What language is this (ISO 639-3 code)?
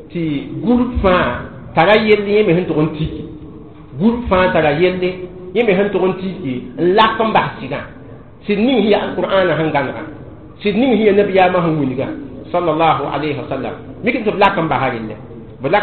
mos